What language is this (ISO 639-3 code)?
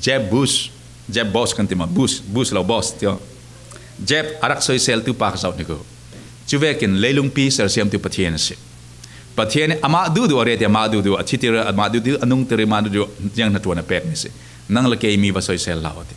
cfm